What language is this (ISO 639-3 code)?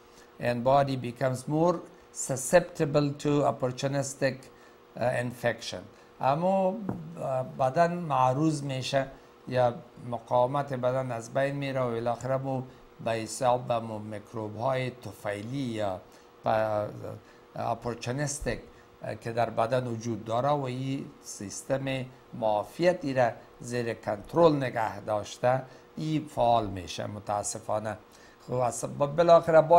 fas